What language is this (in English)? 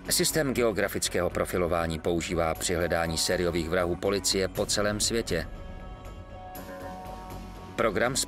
Czech